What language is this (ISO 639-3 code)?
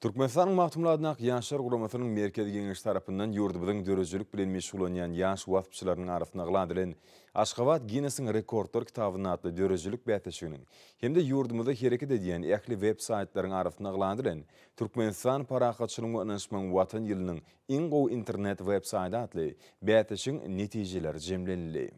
tuk